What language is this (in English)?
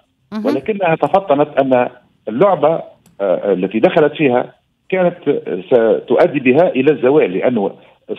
Tunisian Arabic